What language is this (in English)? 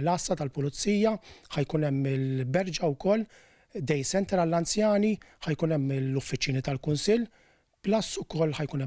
Maltese